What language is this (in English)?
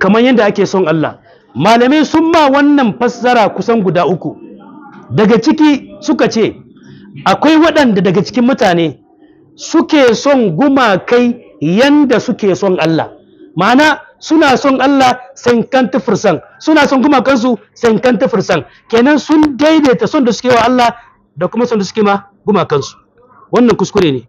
Hausa